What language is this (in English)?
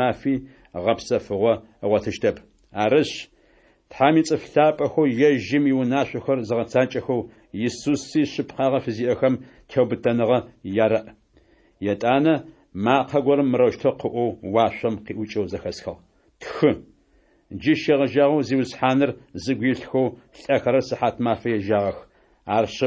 Adyghe